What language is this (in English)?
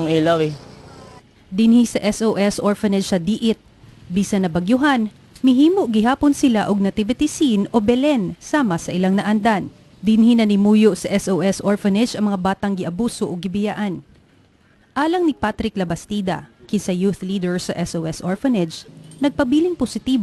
Cebuano